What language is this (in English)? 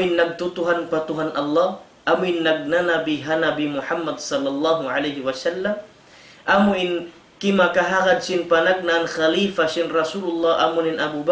Tausug